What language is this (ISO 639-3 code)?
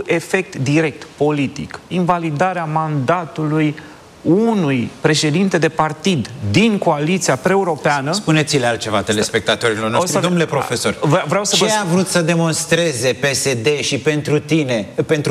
ron